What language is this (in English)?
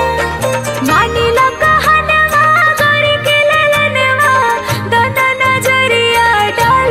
Bhojpuri